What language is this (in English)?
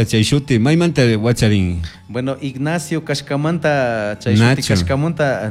Chimborazo Highland Quichua